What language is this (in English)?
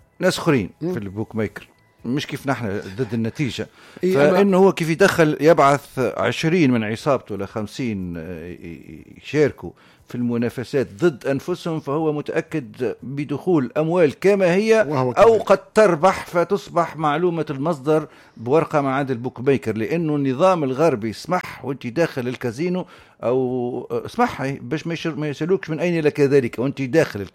Tunisian Arabic